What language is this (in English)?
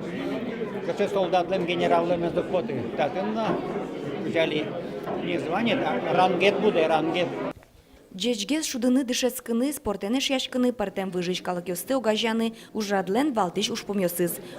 Udmurt